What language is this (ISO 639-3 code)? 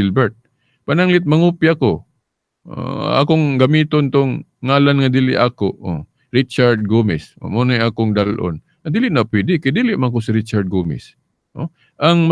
ceb